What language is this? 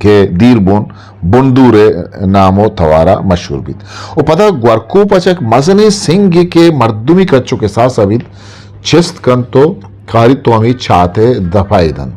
Eastern Balochi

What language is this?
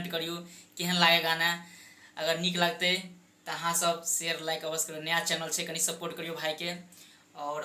Maithili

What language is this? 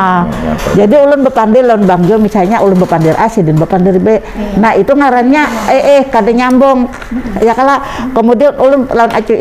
Banjar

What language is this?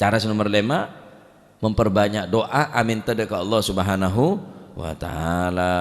Madurese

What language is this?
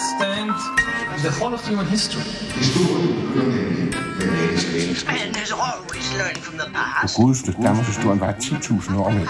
Danish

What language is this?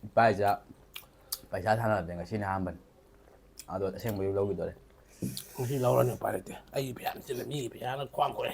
Manipuri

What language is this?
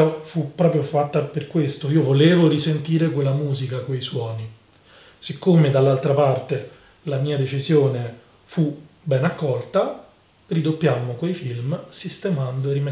Italian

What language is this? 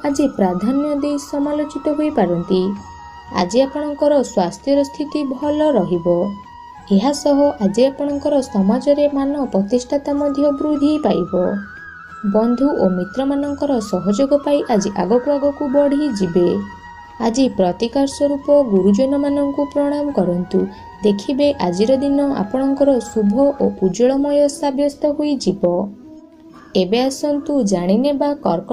Odia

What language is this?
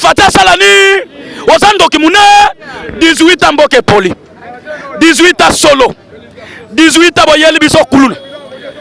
Lingala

